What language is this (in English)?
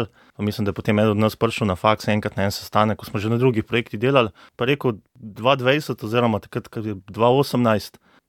Slovenian